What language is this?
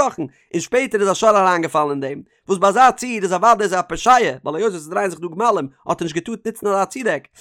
Yiddish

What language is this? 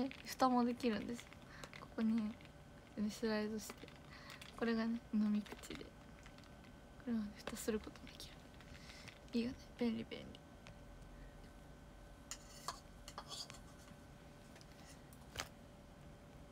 Japanese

